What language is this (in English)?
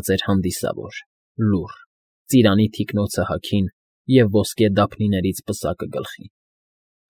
Armenian